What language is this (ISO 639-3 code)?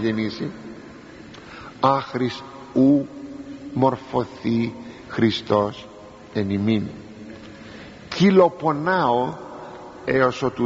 ell